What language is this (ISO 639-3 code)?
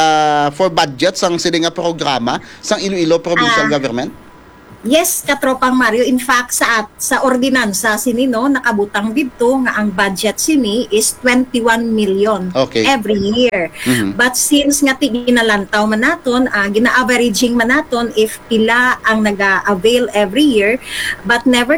hil